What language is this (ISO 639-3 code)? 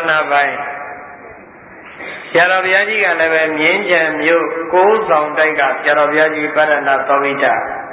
mya